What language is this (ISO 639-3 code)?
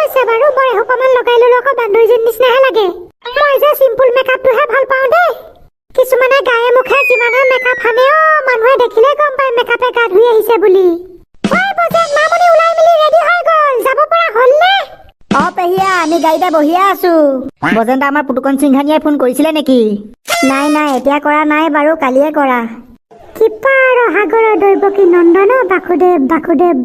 asm